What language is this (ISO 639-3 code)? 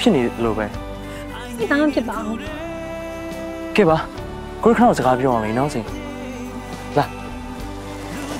mya